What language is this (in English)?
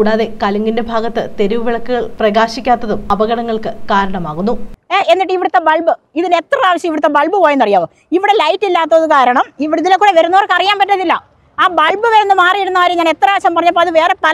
Malayalam